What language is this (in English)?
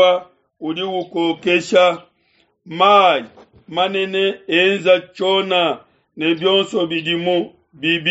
Luba-Lulua